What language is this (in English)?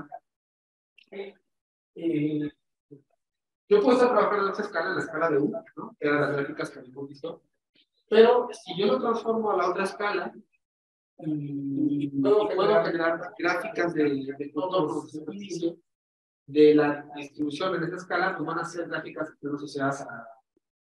Spanish